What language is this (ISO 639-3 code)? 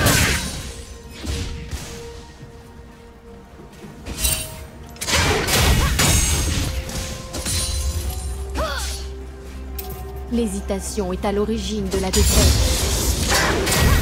fra